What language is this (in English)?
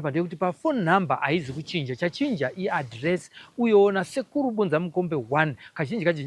Shona